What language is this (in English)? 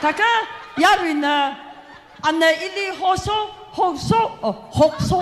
Tangkhul Naga (India)